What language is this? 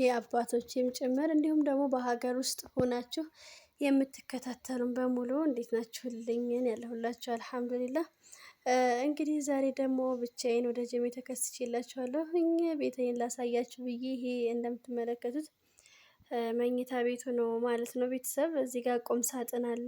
Amharic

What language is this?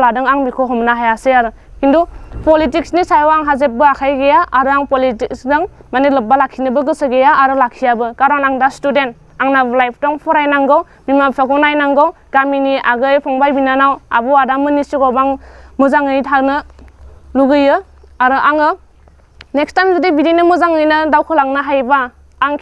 Bodo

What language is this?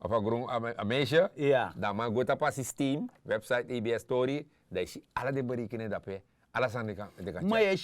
Sranan Tongo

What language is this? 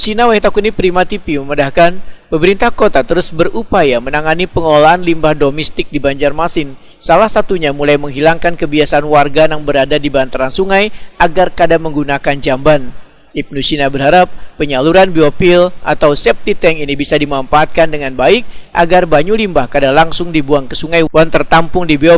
Banjar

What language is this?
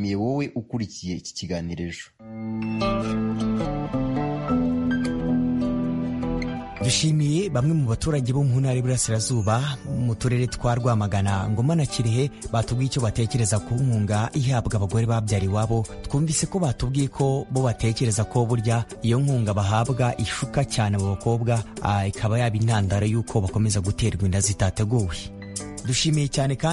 Kinyarwanda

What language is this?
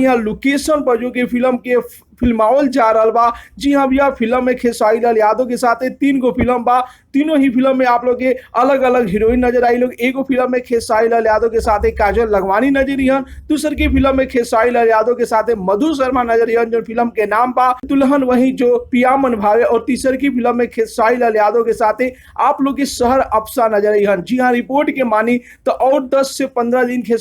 Bhojpuri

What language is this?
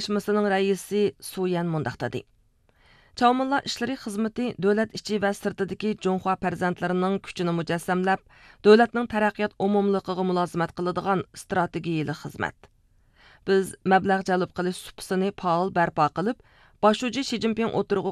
Uyghur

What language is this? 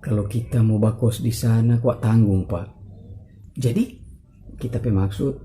Manado Malay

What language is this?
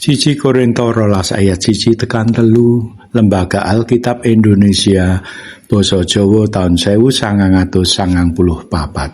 Javanese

